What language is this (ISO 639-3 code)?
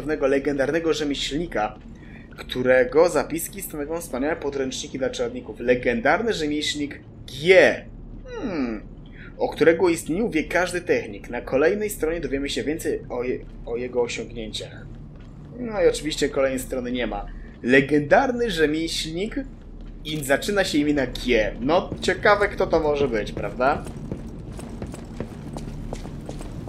pol